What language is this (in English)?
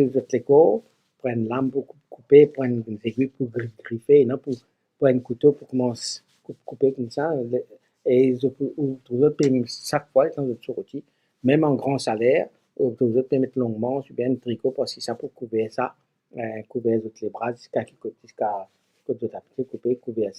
Morisyen